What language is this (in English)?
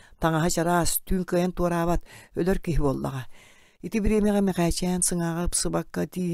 Yakut